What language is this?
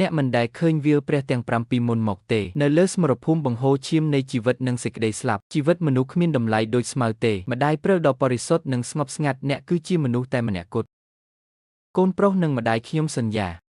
Khmer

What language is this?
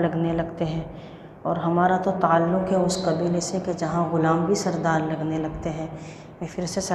Hindi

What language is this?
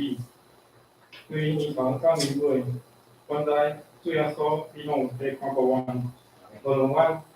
Min Nan Chinese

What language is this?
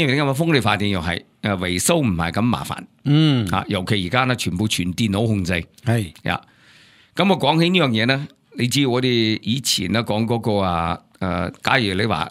Cantonese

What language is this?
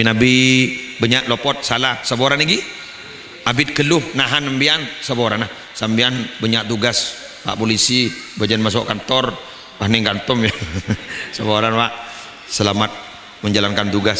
Madurese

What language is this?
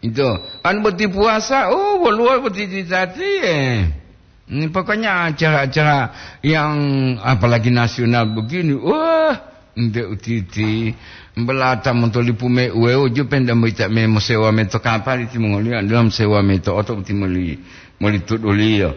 Gorontalo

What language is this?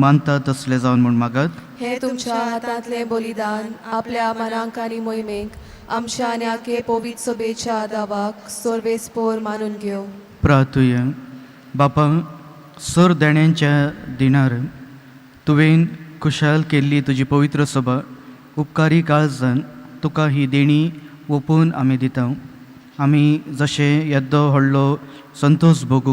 Konkani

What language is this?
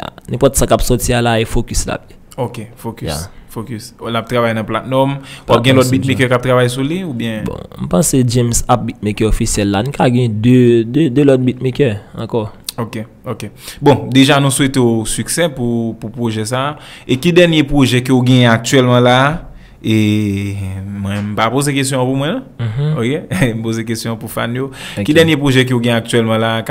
Haitian Creole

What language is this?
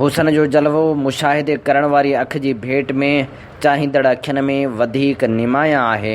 Sindhi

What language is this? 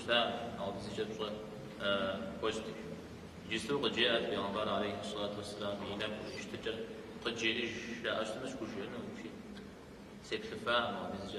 Kabardian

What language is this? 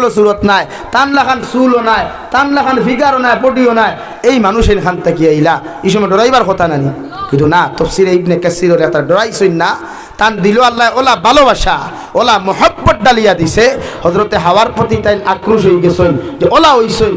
Sylheti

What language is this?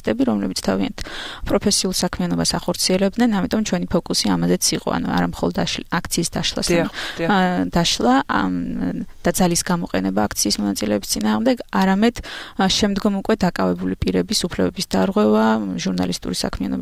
Georgian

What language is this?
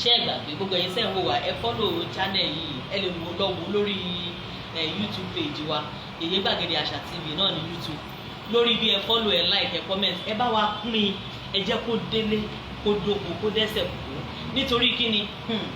Yoruba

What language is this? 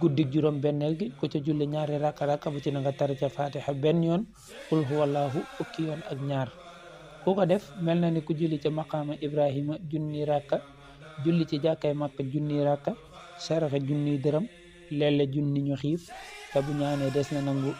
Wolof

